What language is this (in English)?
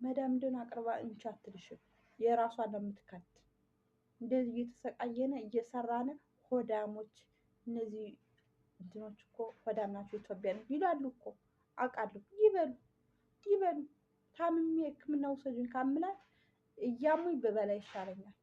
Amharic